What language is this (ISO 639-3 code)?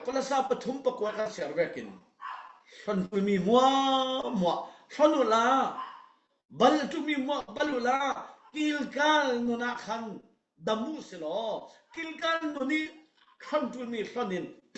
cfm